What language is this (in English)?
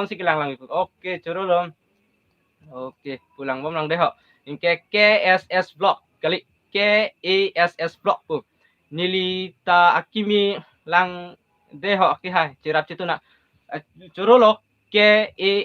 Karbi